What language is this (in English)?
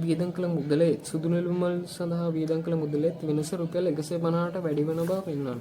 Sinhala